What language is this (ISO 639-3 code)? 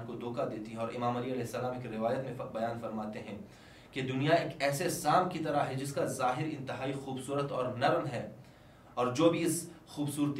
urd